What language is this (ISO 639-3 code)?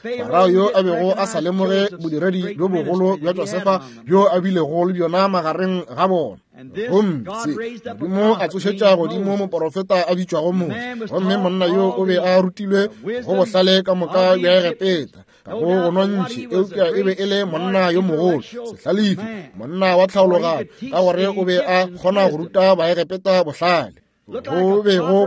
nso